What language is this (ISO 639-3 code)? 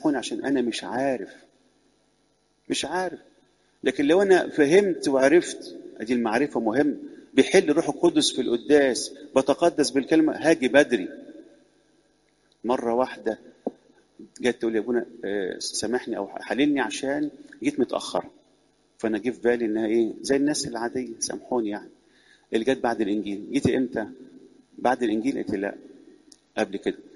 arz